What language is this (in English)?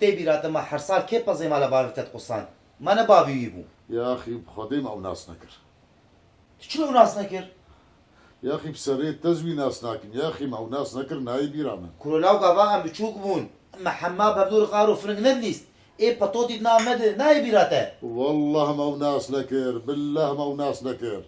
Kurdish